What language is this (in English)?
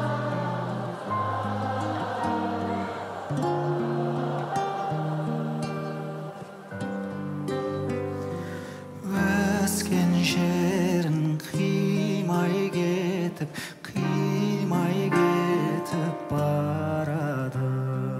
Kazakh